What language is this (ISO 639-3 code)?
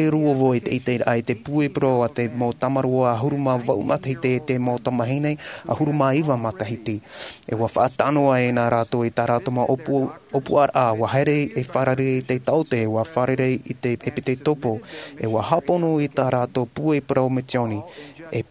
tah